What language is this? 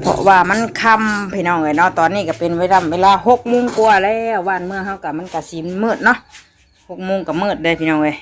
Northeastern Thai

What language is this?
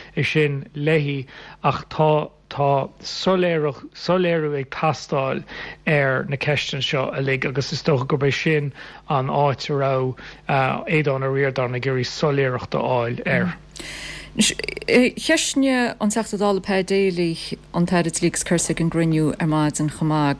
Irish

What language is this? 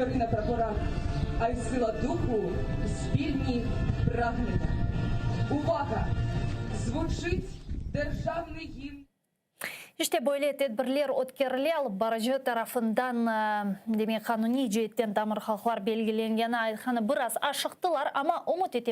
Crimean Tatar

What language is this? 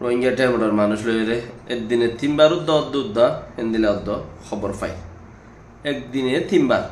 Rohingya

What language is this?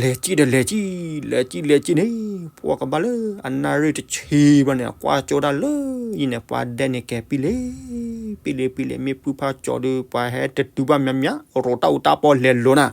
S'gaw Karen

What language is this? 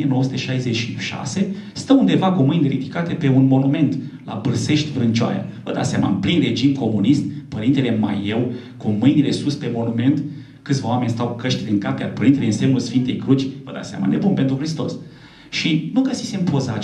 Romanian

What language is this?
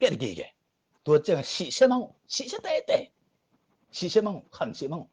Tedim Chin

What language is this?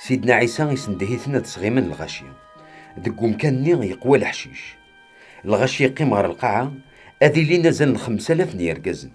Kabyle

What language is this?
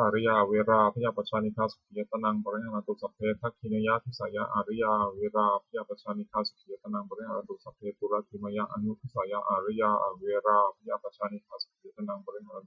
Pali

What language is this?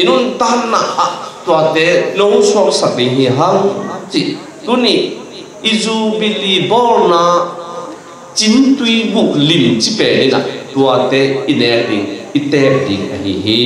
Tedim Chin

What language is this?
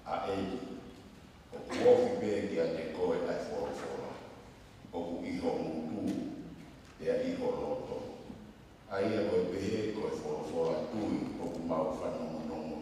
Tongan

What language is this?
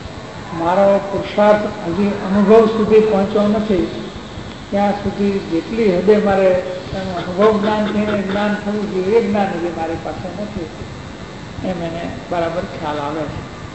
Gujarati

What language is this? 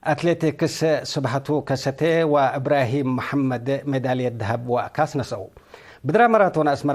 Tigre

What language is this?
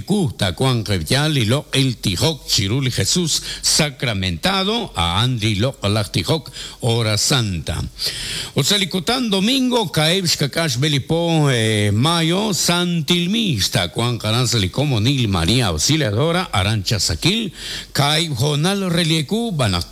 Kekchí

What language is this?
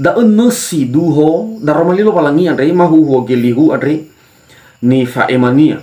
Nias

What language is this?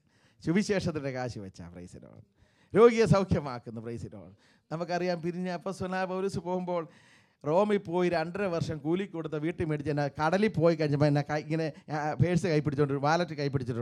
Malayalam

